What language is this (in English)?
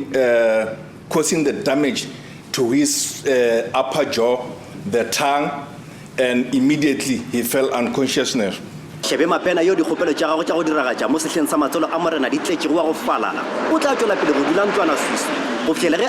Tswana